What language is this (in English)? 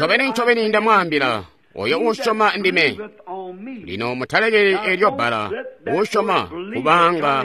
Tonga (Zambia)